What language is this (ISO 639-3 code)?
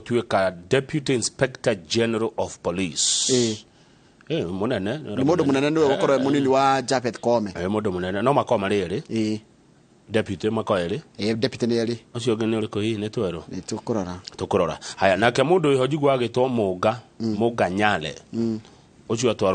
kik